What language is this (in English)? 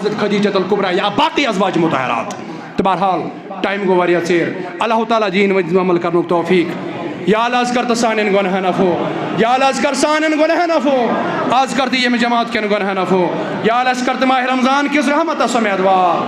Kashmiri